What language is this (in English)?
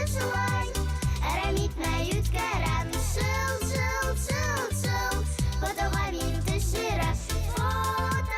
Bashkir